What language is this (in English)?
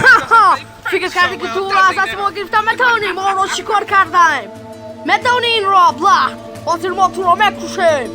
Tajik